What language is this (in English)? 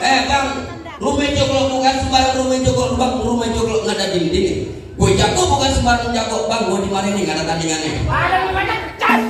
Betawi